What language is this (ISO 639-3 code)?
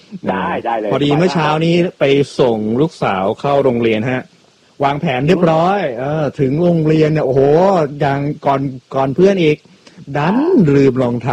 tha